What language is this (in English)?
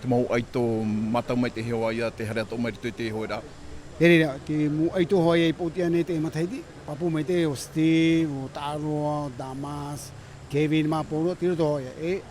Tahitian